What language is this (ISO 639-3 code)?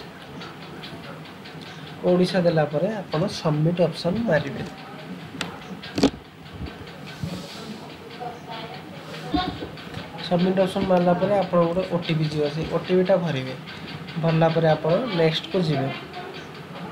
ori